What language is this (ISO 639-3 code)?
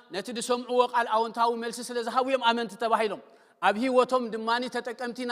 tir